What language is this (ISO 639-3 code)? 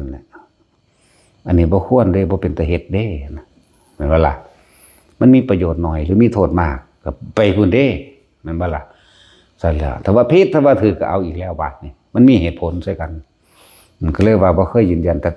lao